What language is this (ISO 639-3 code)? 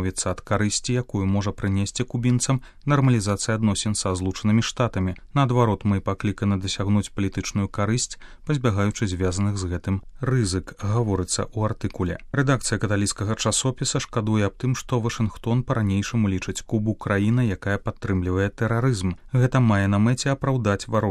bel